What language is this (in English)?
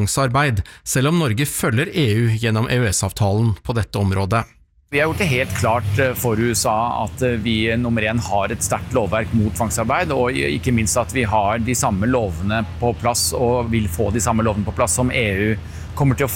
Norwegian